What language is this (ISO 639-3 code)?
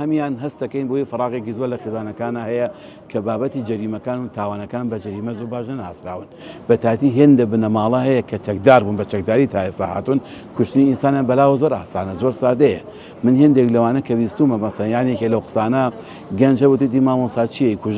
ckb